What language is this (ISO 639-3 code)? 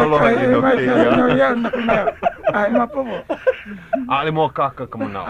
haw